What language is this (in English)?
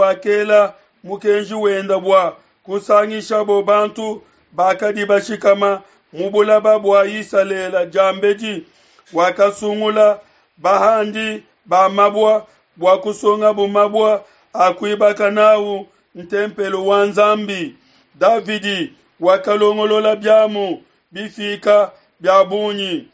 Luba-Lulua